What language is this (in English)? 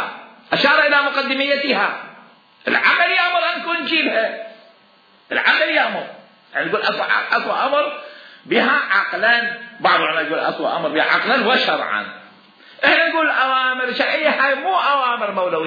Mesopotamian Arabic